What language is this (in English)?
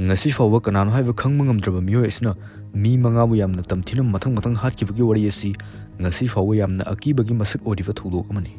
Manipuri